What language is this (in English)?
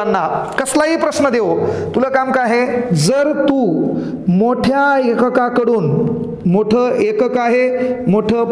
Marathi